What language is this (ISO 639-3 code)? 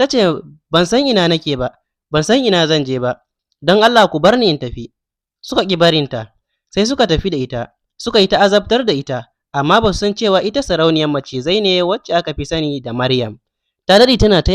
hau